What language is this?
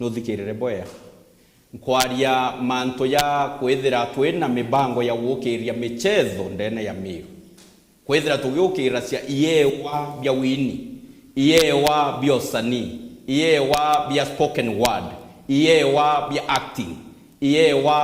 Meru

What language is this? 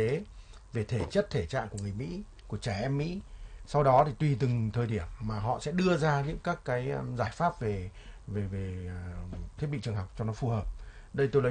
Vietnamese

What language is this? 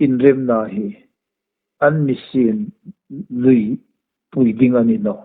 Hmar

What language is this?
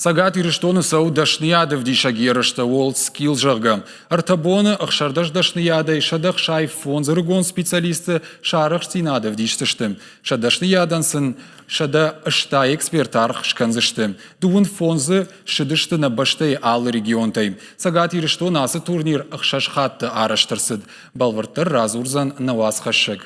Ossetic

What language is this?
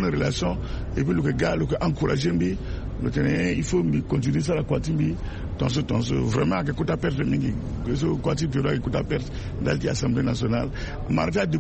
Sango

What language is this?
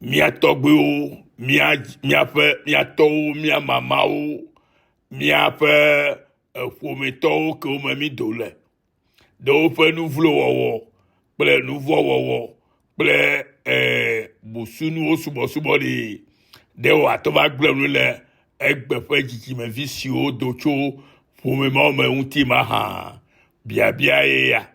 Ewe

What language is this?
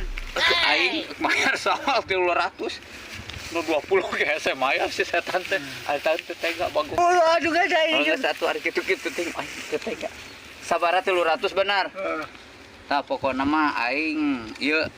Sundanese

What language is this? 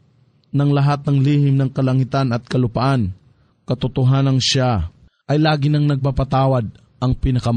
Filipino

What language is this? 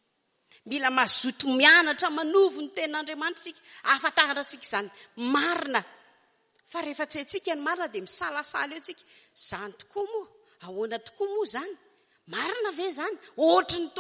Malagasy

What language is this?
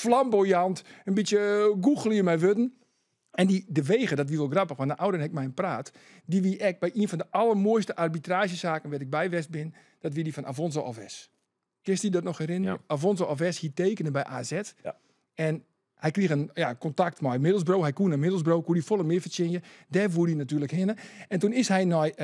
Western Frisian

